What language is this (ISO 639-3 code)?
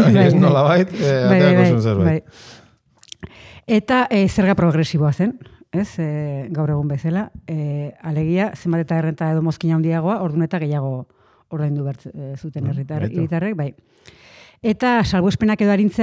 eus